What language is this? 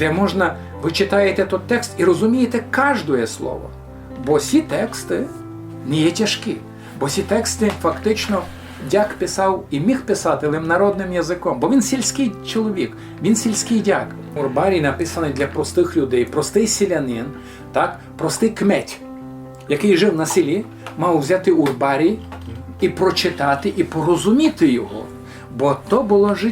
Rusyn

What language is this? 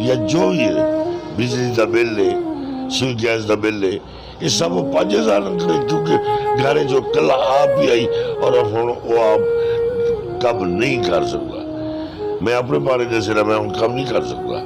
Saraiki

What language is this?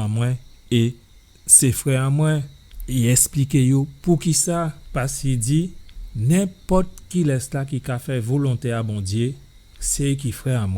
Guadeloupean Creole French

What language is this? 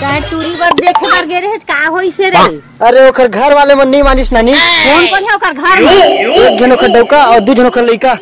Chhattisgarhi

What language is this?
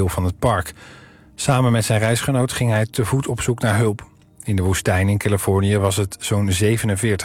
Dutch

